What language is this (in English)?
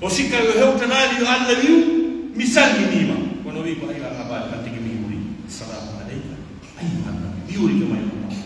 Pular